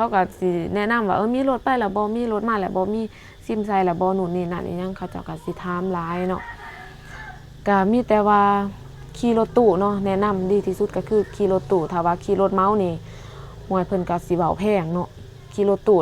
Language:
Lao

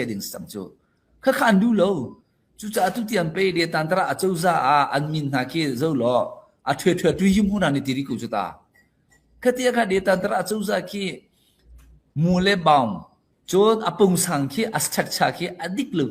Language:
Hakha Chin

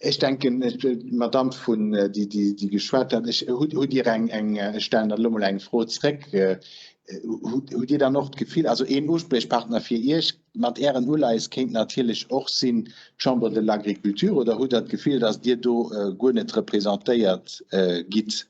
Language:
Luxembourgish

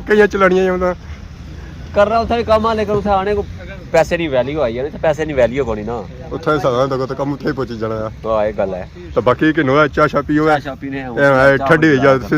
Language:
Pahari-Potwari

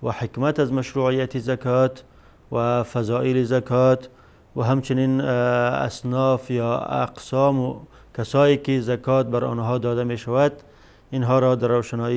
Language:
Persian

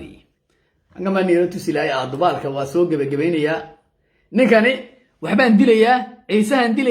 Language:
Somali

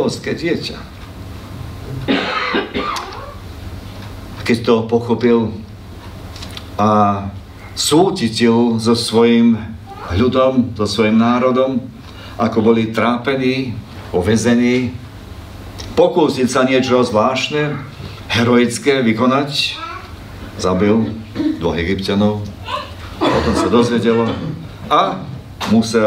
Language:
Slovak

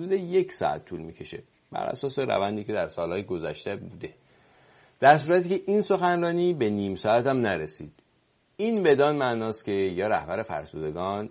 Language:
Persian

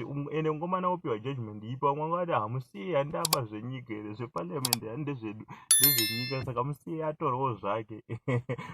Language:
Shona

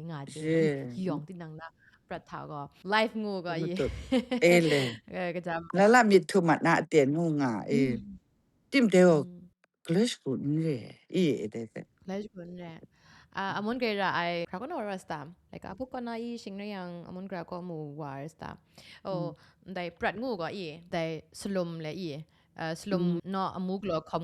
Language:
Kachin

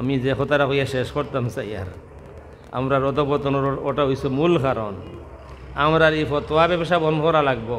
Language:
Sylheti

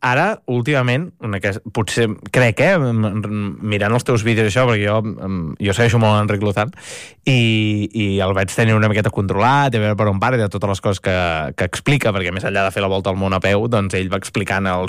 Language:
Catalan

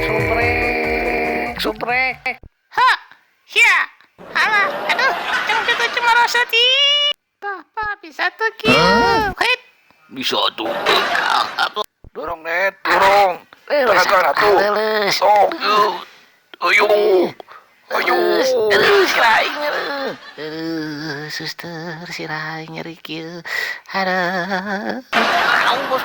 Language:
Sundanese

